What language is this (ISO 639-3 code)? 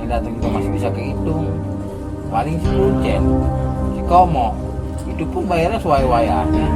bew